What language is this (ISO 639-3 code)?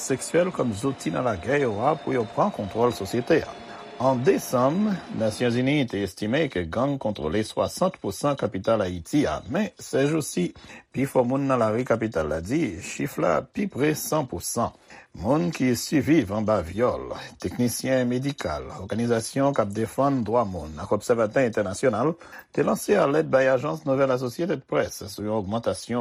hat